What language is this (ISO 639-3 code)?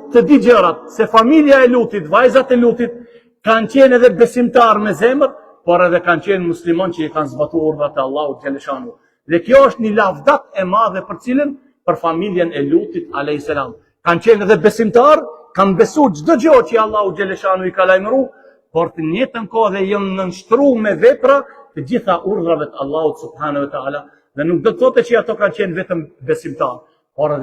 sqi